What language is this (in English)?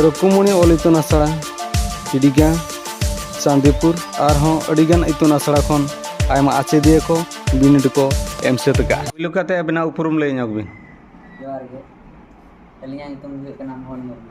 Santali